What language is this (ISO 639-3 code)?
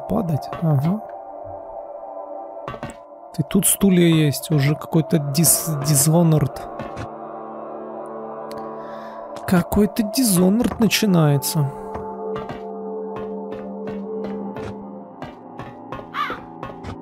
rus